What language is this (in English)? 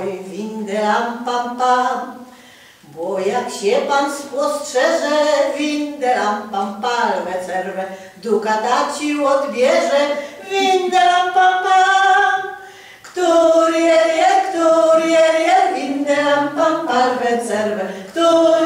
Polish